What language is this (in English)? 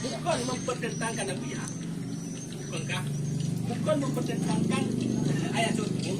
Achinese